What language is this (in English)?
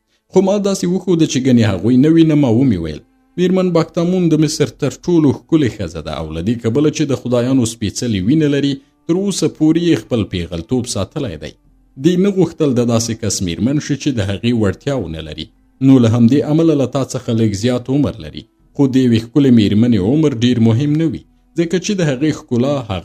Pashto